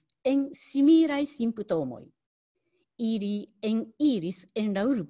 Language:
Esperanto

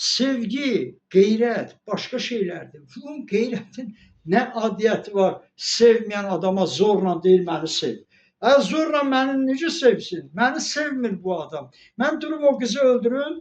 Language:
Azerbaijani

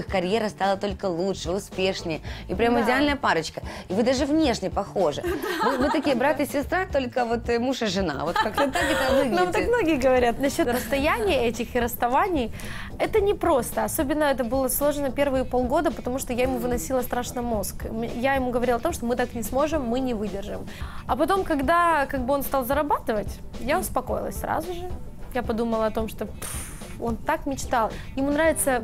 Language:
Russian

